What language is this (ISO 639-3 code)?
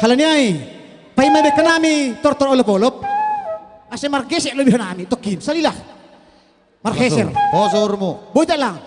bts